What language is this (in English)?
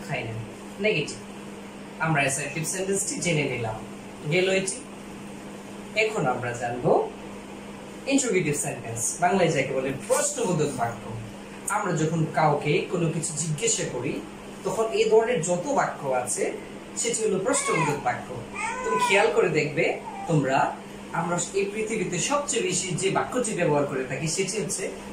Bangla